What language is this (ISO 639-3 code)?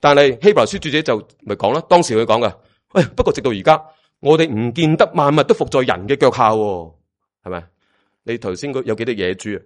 yue